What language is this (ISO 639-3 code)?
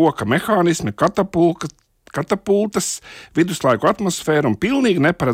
lav